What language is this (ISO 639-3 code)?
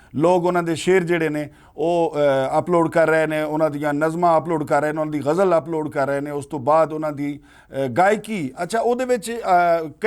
lah